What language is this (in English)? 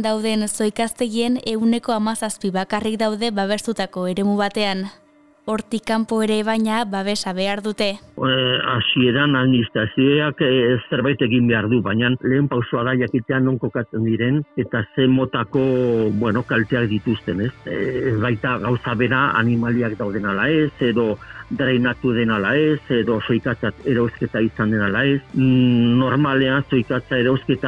Basque